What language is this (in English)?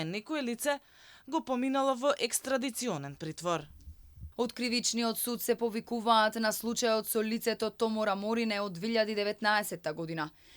Macedonian